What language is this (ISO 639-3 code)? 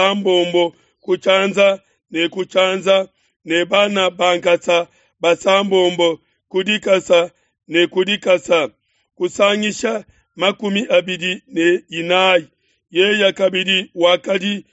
lua